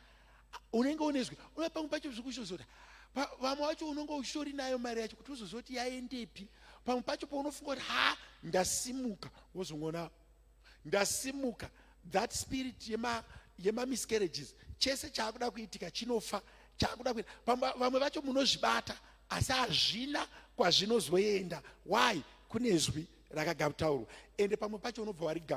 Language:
Shona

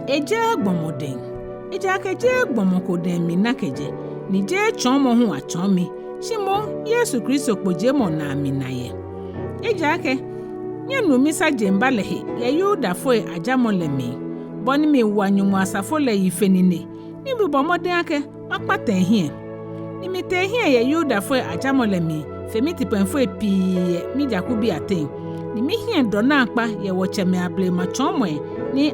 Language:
Ga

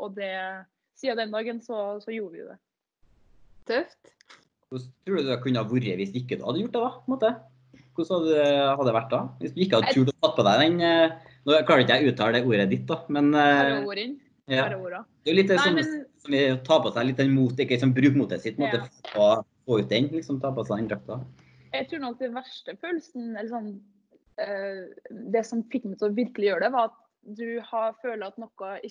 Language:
Norwegian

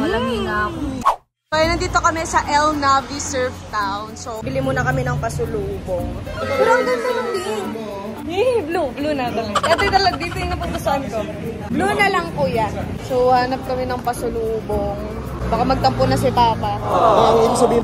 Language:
Filipino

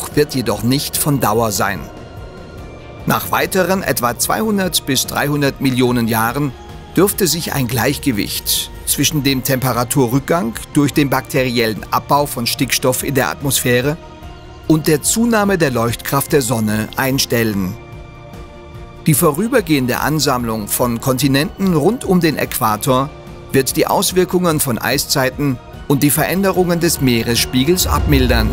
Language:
German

